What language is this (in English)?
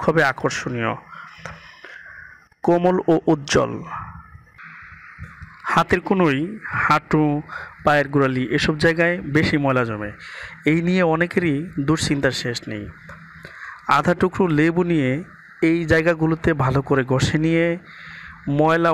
Bangla